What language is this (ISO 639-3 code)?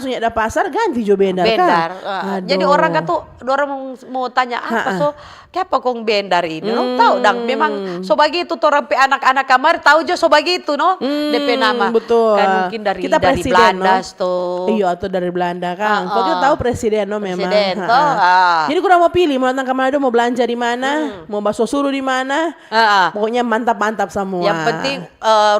xmm